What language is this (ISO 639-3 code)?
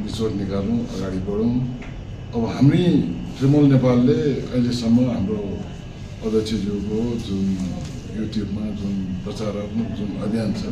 nep